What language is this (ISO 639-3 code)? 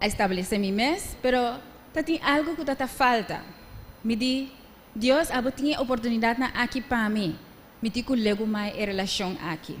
pap